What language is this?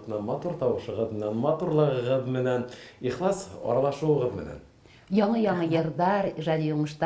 Bashkir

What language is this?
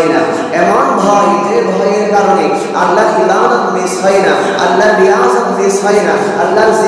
Bangla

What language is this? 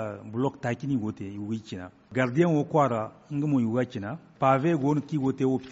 Zarma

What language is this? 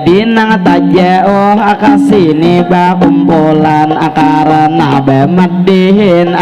Banjar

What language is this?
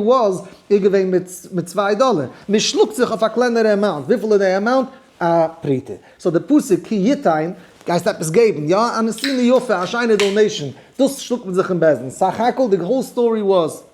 Yiddish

